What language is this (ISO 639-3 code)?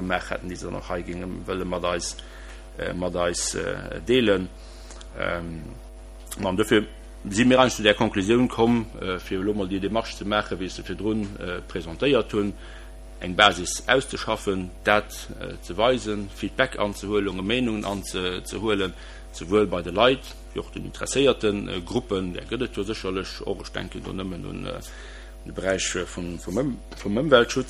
ltz